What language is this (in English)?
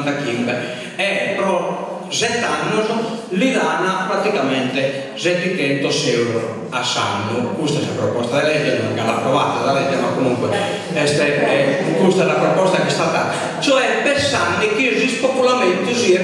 Sardinian